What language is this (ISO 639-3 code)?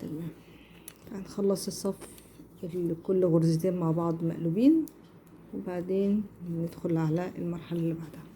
arz